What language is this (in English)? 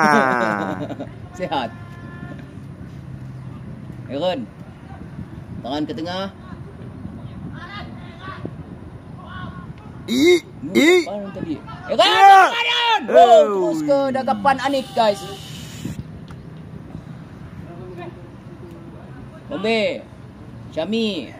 Malay